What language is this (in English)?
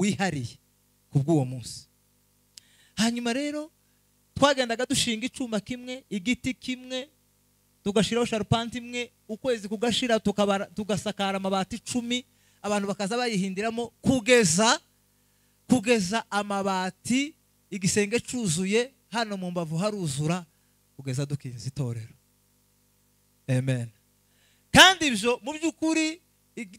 Kinyarwanda